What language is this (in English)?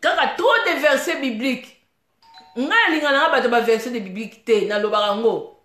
Lingala